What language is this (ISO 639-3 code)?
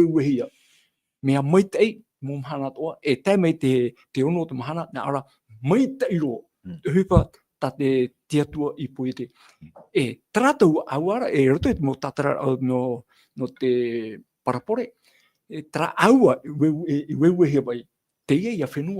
tah